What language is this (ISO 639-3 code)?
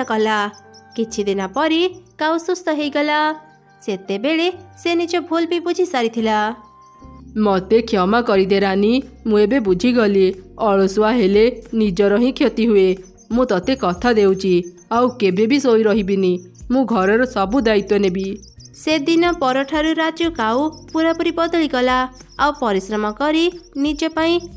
ori